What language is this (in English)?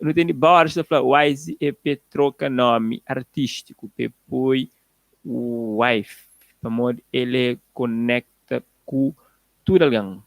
Kabuverdianu